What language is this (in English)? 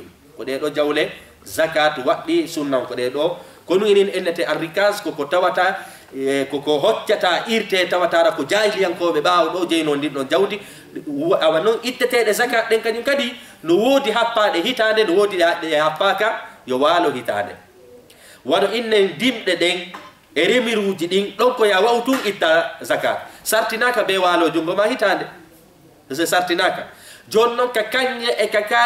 Fula